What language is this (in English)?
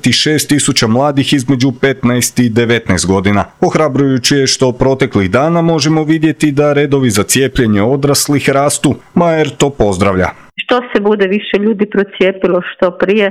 Croatian